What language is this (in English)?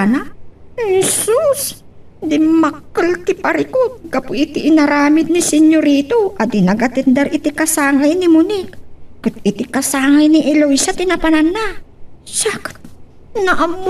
Iloko